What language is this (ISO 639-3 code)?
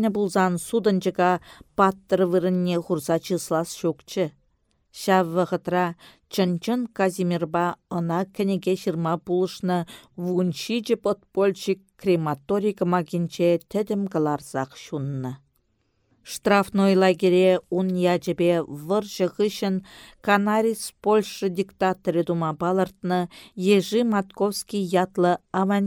chv